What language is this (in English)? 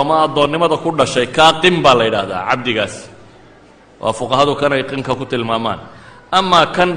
Somali